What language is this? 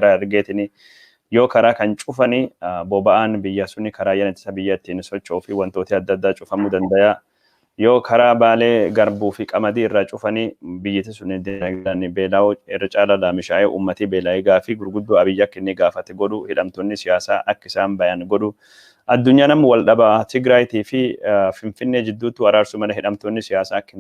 Oromo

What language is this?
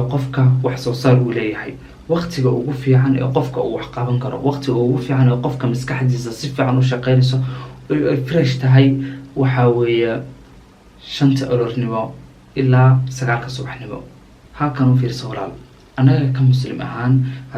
Somali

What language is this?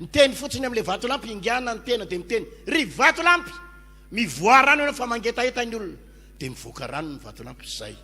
Malagasy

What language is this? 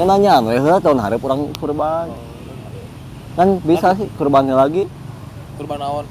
Sundanese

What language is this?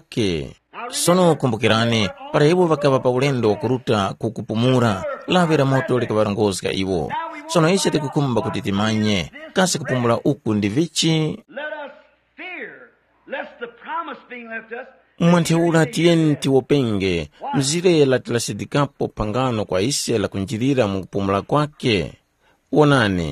Tumbuka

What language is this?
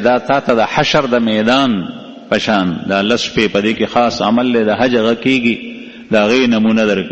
Pashto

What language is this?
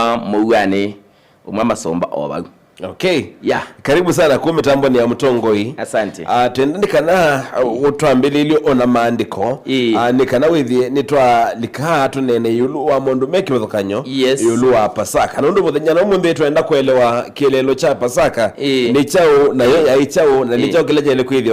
Kamba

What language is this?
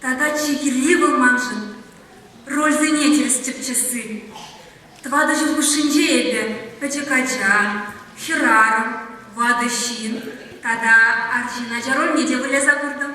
Chuvash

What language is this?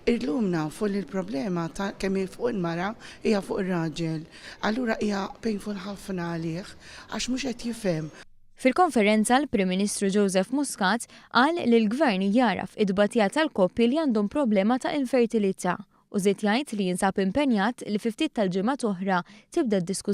Maltese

